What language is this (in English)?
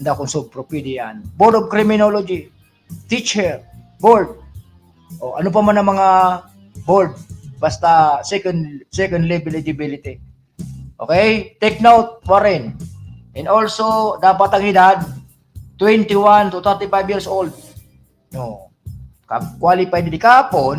Bikol